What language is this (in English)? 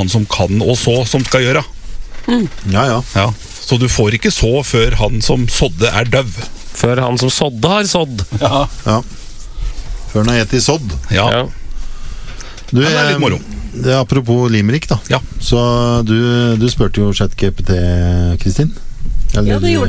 Norwegian